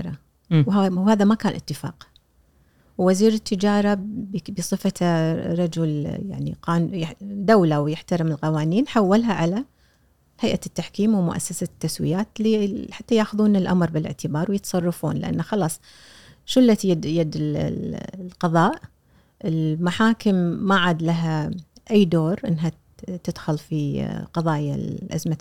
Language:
Gulf Arabic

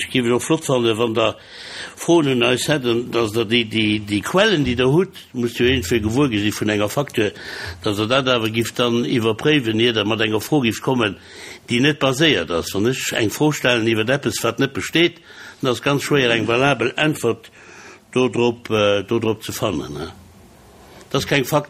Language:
Luxembourgish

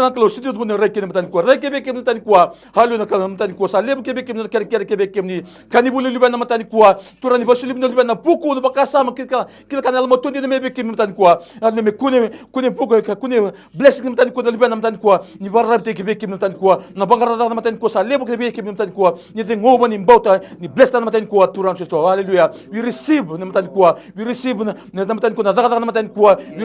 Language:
Fijian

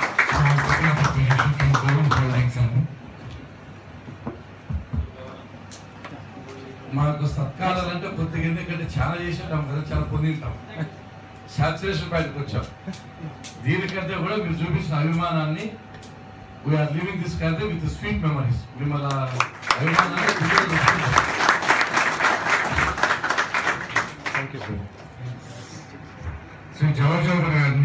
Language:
Telugu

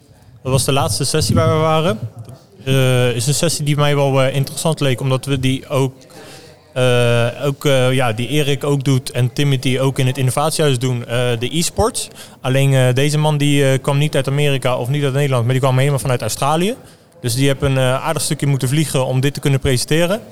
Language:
Dutch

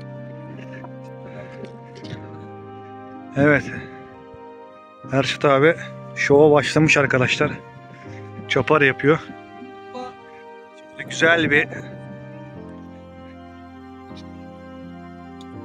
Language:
Turkish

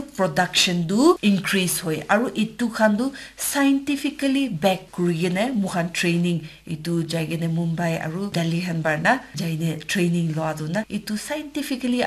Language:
Naga Pidgin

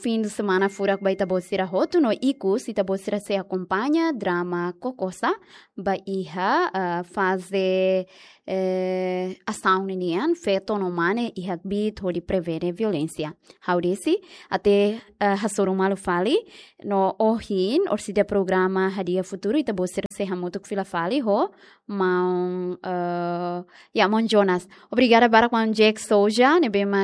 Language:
Tetum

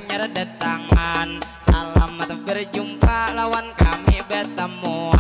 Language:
Banjar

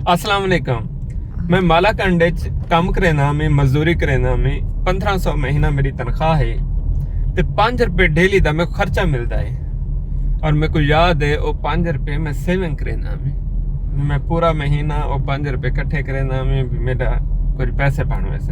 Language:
Saraiki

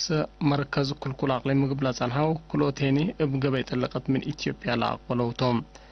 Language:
Tigre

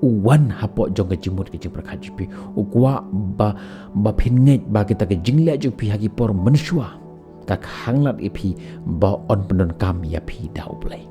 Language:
Khasi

